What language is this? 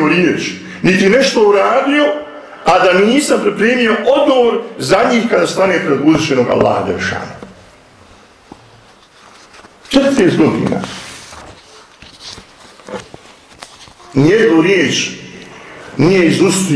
Bosnian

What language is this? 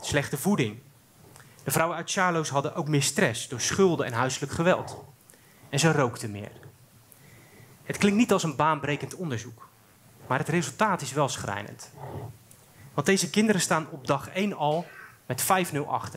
Dutch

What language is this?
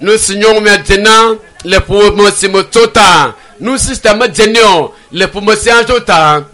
Ewe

